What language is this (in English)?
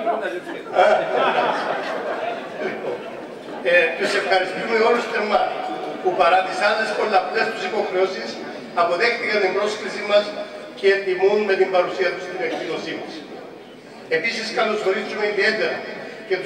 Greek